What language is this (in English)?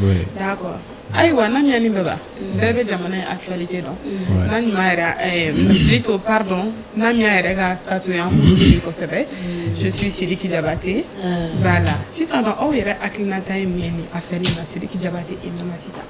Bambara